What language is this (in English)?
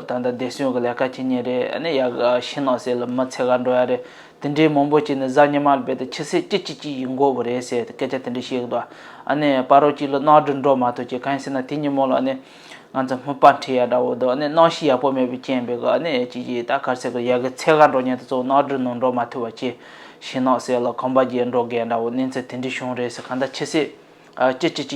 Tibetan